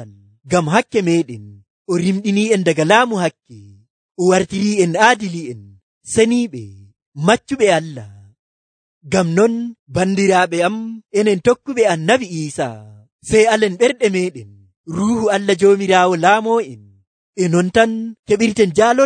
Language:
Nigerian Fulfulde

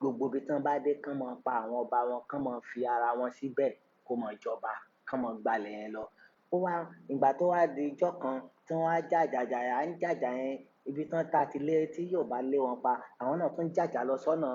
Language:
Yoruba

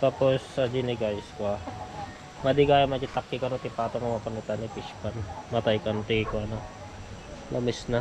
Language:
Iloko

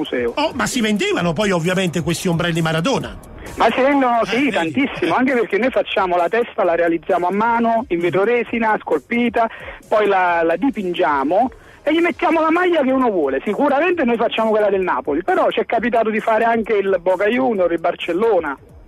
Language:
Italian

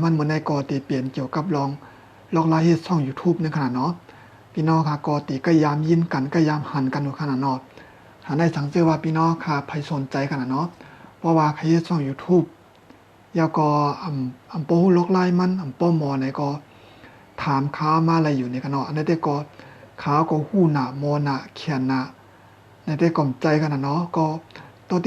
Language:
Shan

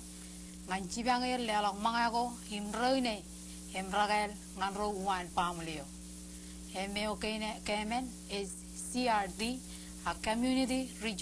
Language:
Marshallese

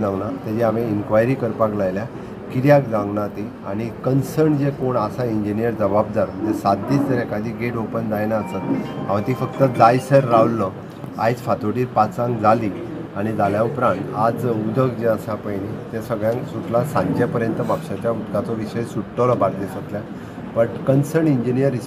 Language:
Konkani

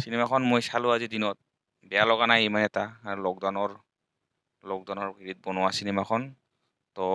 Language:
Assamese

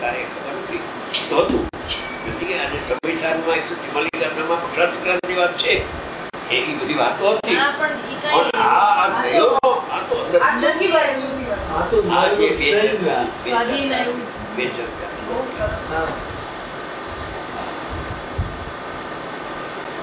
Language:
Gujarati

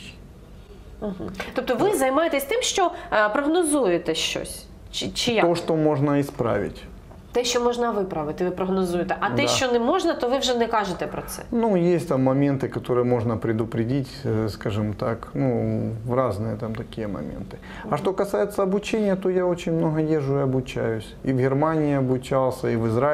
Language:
Ukrainian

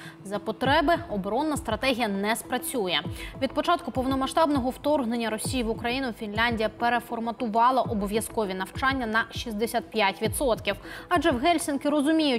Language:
Ukrainian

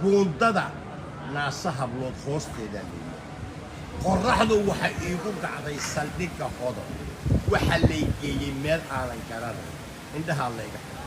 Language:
Somali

